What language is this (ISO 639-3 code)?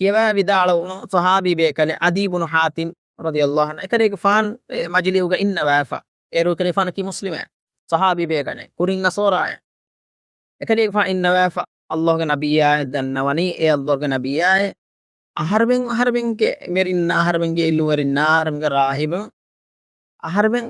div